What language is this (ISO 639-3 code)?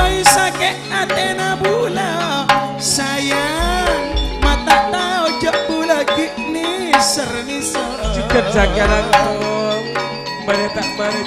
mad